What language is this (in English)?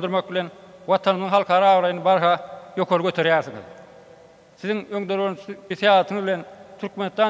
Turkmen